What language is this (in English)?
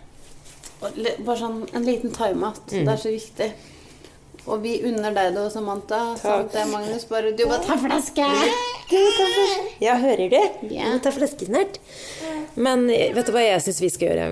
Norwegian